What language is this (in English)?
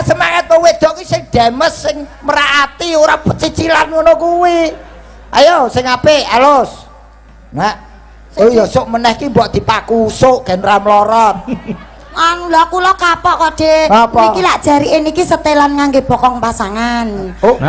Javanese